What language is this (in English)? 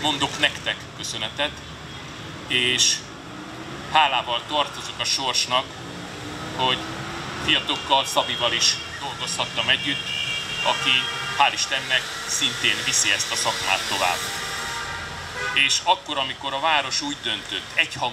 Hungarian